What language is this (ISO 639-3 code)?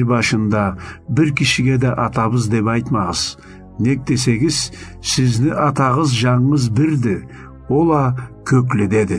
krc